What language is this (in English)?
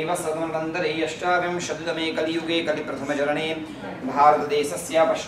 Sanskrit